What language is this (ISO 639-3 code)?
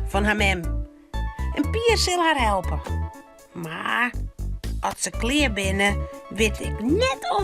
fry